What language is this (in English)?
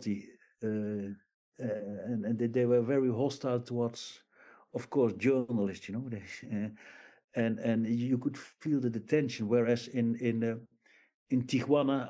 English